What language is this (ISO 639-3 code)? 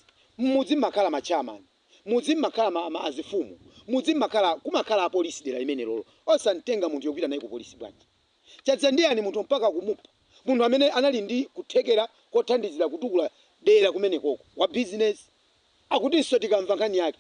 nya